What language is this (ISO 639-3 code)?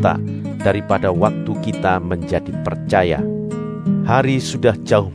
ind